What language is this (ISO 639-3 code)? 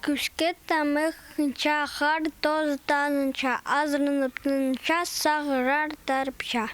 kjh